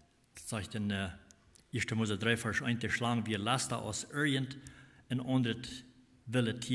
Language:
Plautdietsch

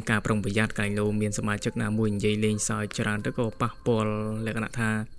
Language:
Khmer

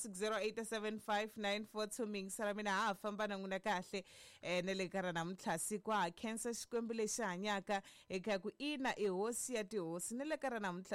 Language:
Tsonga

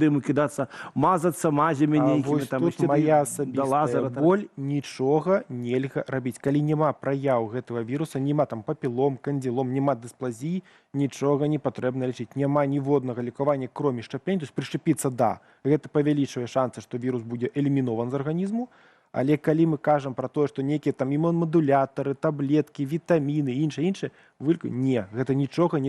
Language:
Belarusian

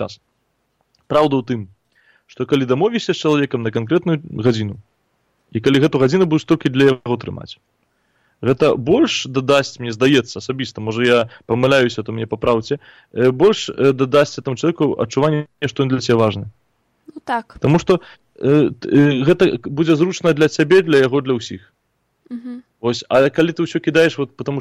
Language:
Belarusian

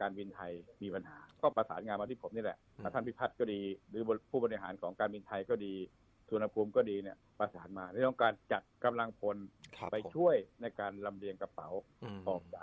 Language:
Thai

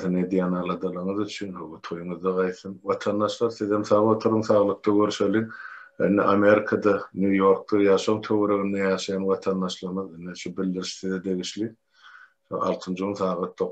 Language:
Turkmen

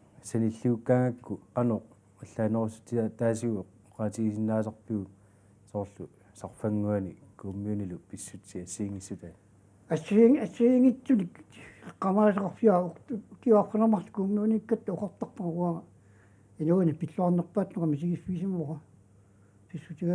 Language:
Kalaallisut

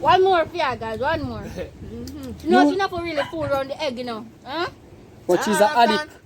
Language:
Jamaican Creole English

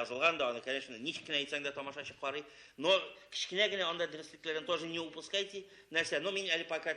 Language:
Tatar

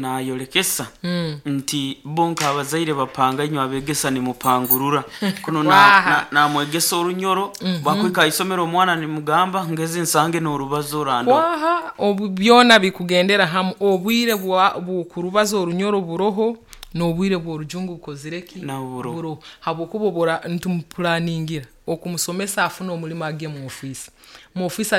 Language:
Nyoro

